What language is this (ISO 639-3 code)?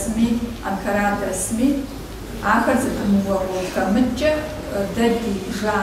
kbd